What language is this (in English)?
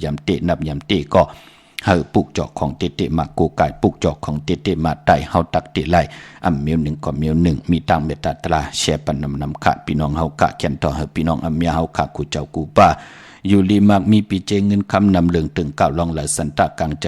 Shan